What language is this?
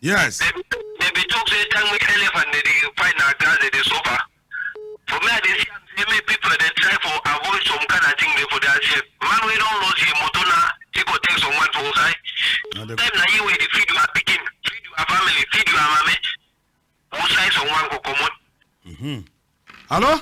Cameroon Pidgin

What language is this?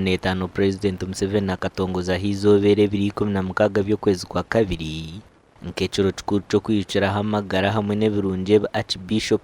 Nyankole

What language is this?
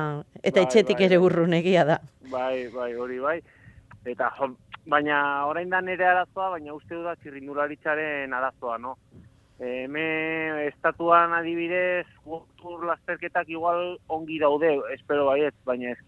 Basque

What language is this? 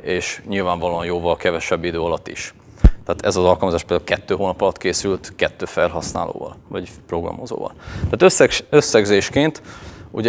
Hungarian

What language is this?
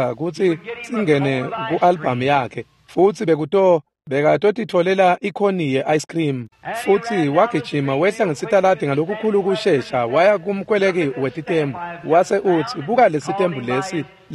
Swati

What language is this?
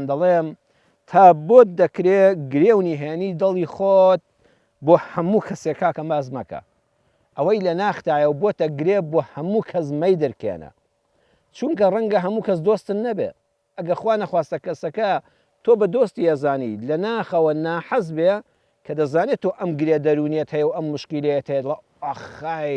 Central Kurdish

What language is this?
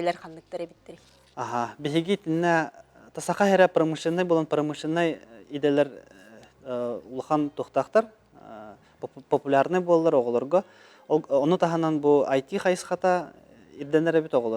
Yakut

